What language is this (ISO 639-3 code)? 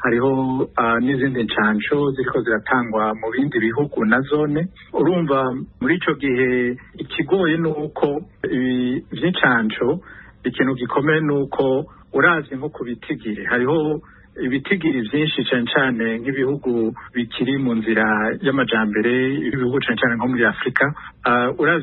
run